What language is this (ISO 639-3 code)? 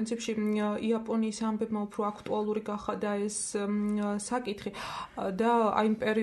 kat